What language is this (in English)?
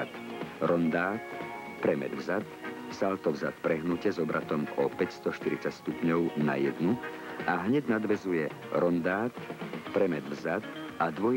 Slovak